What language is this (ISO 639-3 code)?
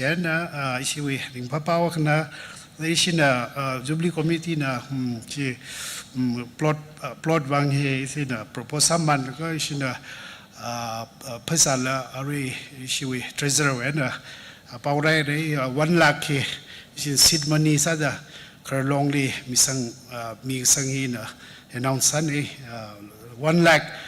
nmf